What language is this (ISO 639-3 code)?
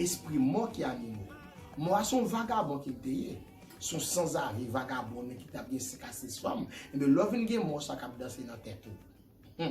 hat